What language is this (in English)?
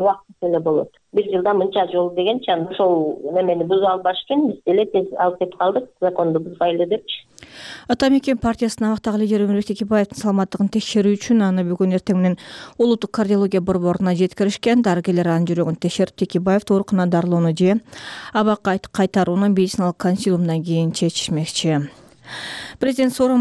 Kyrgyz